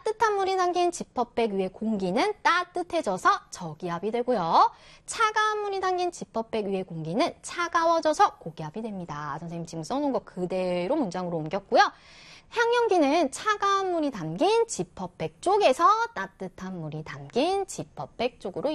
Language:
Korean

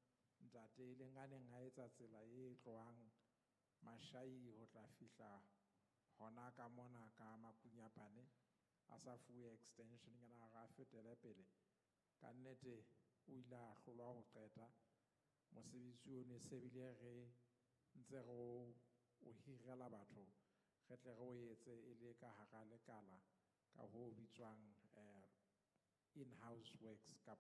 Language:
Southern Sotho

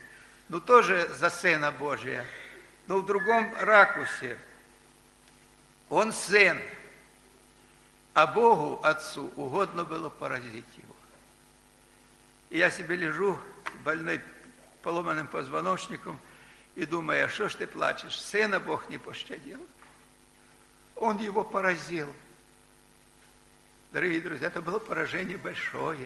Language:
Russian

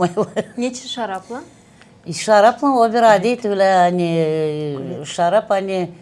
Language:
Gagauz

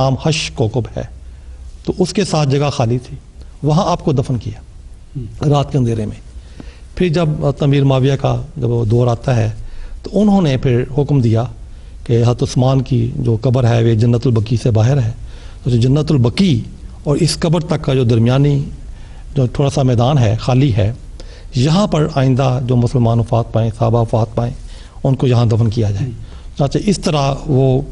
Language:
Urdu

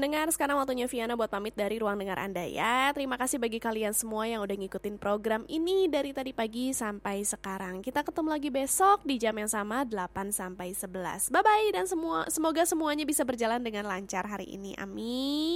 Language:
Indonesian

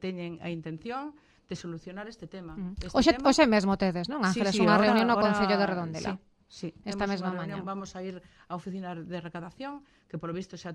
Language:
Galician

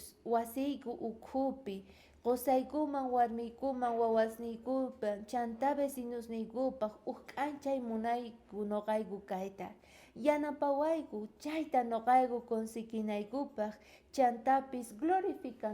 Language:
South Bolivian Quechua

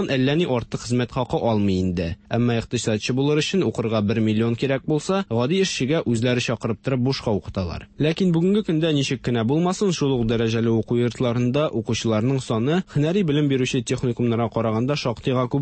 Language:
Tatar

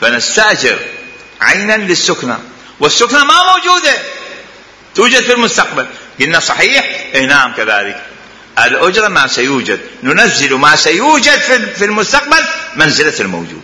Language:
Mesopotamian Arabic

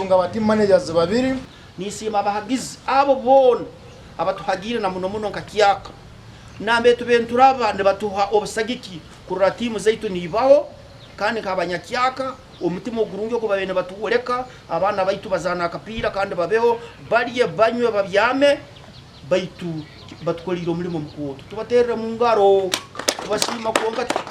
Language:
Nyankole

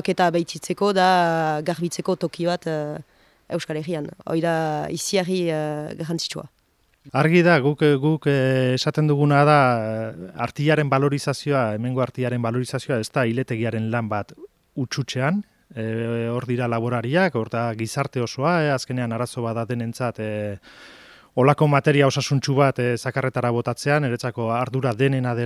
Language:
Basque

